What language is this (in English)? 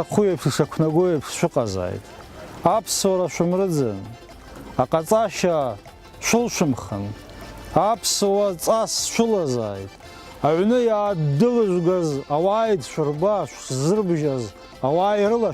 Abkhazian